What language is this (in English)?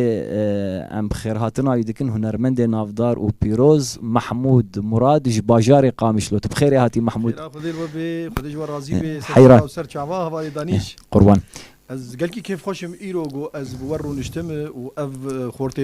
Kurdish